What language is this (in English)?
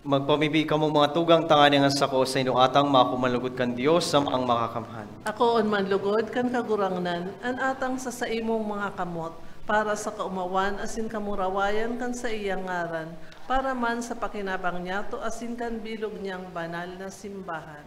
Bikol